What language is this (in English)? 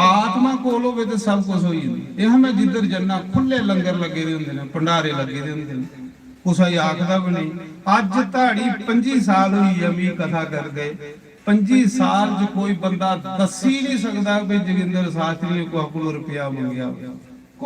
Dogri